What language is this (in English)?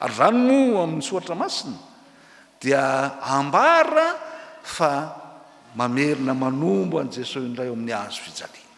Malagasy